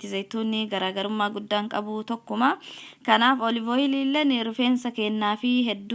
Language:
Oromo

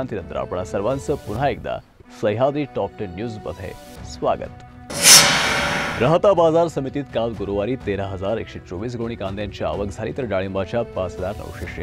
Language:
Marathi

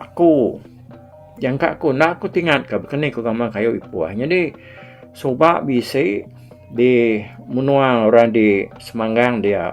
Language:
Iban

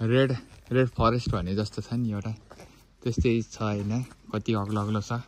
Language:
Nepali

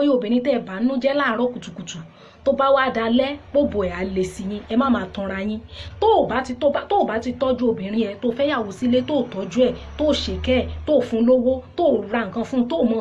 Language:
Yoruba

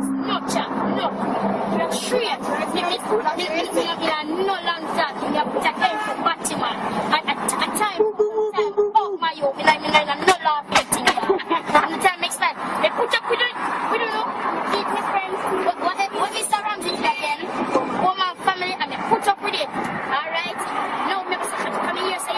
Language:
Jamaican Creole English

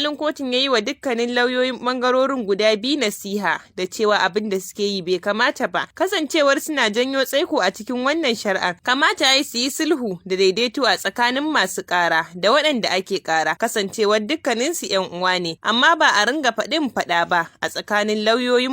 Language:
Hausa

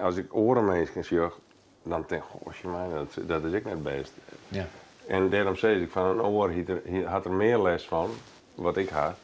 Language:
Western Frisian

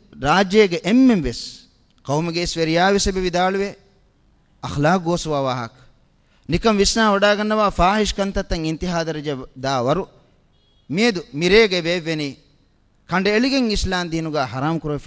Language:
Divehi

